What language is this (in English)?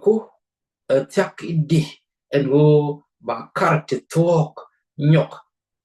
Nuer